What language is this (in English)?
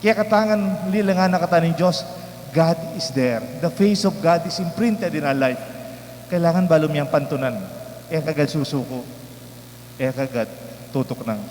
Pampanga